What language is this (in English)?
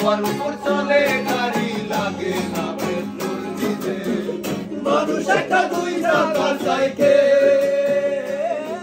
Bangla